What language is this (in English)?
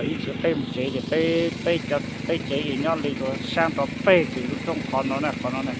Hmong